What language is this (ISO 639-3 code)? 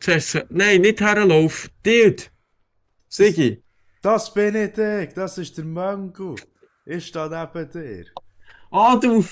gsw